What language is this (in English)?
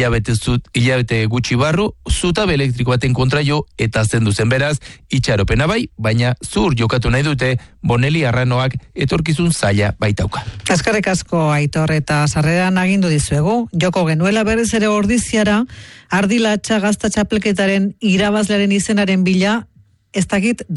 Basque